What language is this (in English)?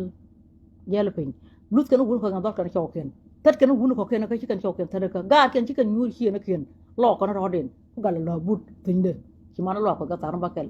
Nuer